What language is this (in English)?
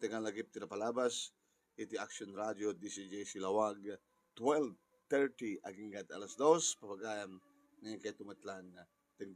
Iloko